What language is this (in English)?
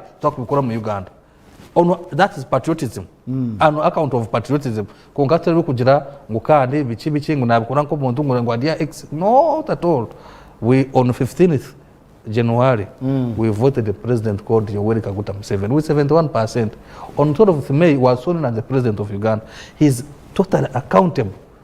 Nyankole